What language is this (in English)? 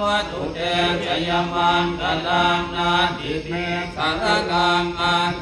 Pali